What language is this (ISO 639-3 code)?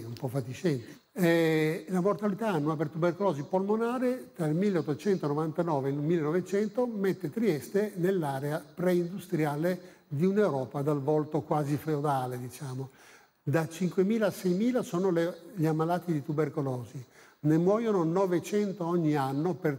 ita